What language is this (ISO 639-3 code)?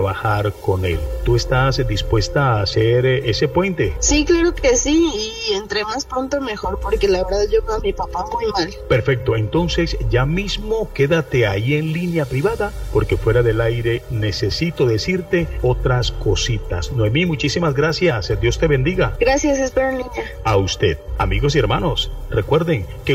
spa